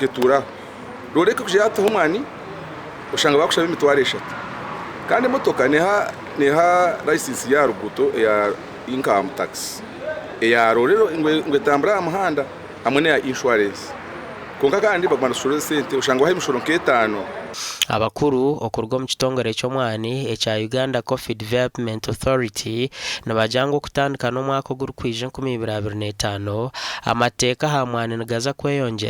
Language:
Nyankole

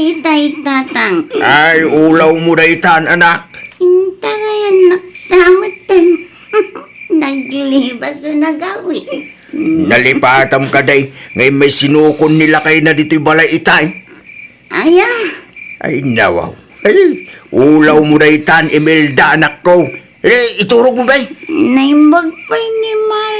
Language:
Iloko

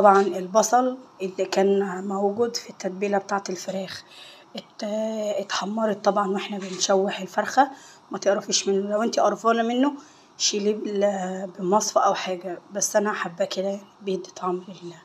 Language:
Egyptian Arabic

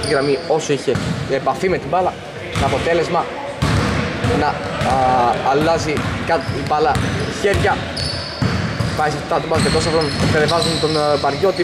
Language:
Greek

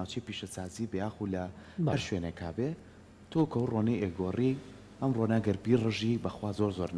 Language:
Central Kurdish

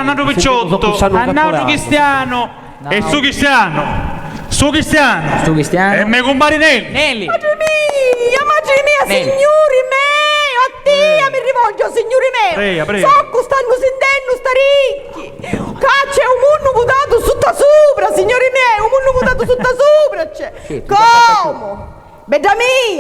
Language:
Sicilian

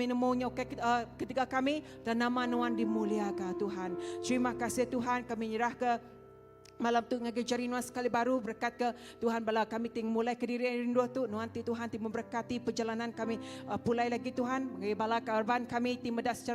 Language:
Iban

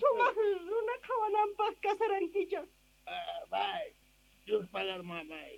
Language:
Ayacucho Quechua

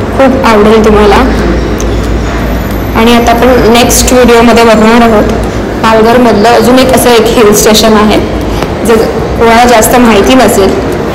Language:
Marathi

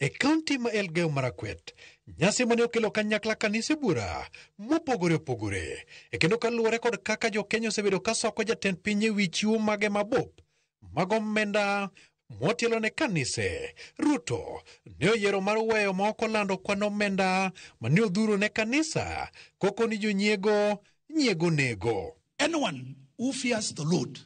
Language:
Luo (Kenya and Tanzania)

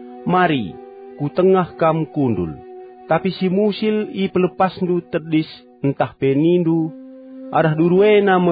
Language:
Batak Karo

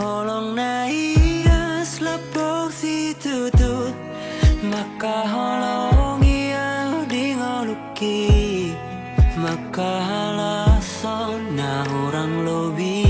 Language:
Batak Toba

